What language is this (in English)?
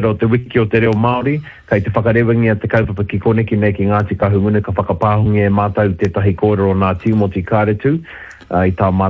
Māori